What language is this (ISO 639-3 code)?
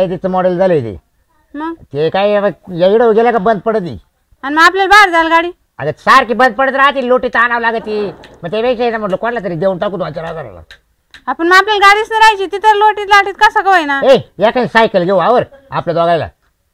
mar